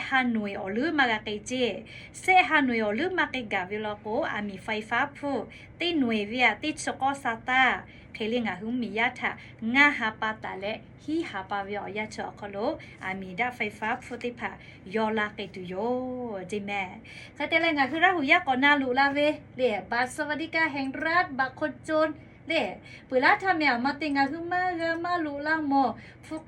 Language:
Lahu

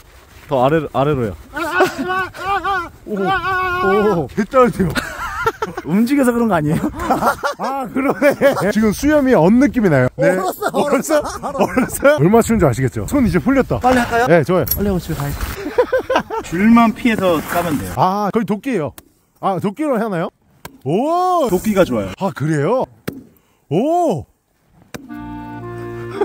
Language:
Korean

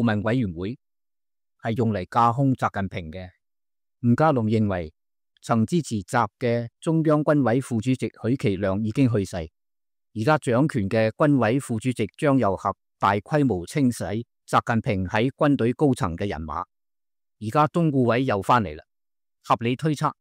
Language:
Cantonese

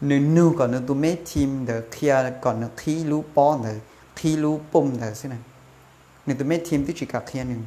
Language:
Hmong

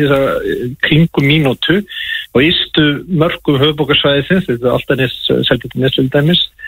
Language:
Icelandic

